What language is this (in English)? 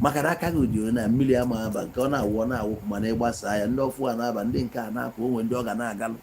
Igbo